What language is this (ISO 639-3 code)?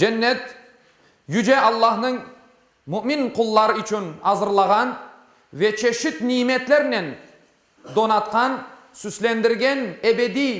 crh